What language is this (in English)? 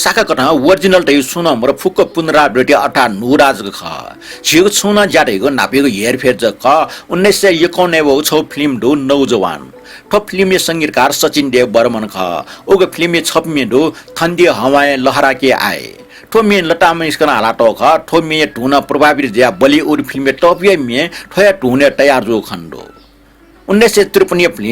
Newari